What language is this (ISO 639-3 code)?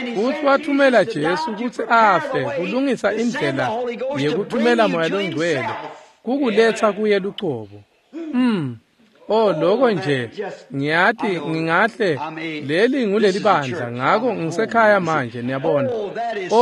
ssw